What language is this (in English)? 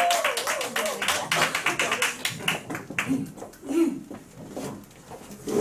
Korean